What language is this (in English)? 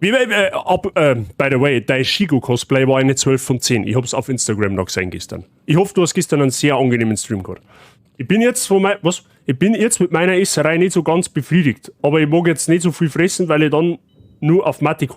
Bavarian